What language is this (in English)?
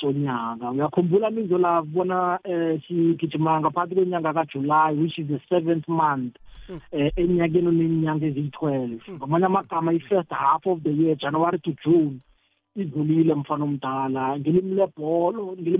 South Ndebele